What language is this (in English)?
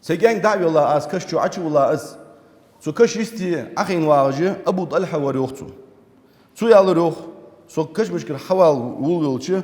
Ingush